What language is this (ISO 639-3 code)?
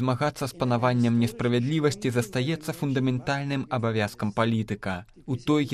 bel